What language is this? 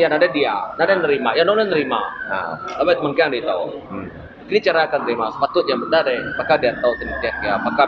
Iban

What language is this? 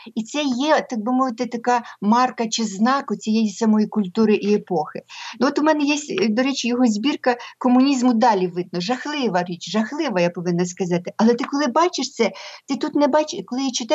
Ukrainian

